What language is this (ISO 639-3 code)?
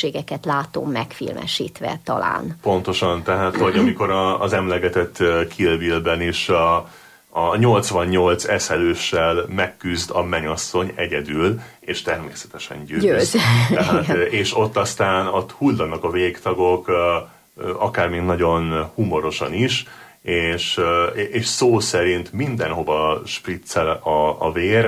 hun